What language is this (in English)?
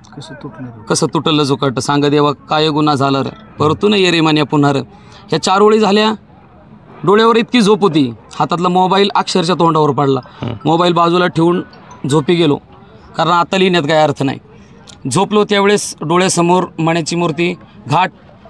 Marathi